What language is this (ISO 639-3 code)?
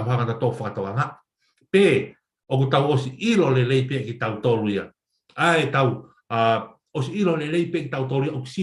ton